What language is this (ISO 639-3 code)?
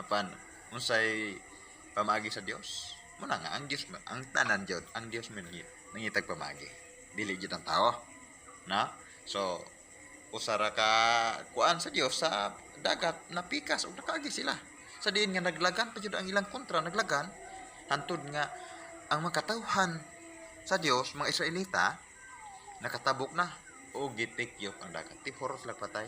ceb